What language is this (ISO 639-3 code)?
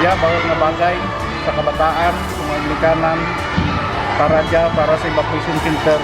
krj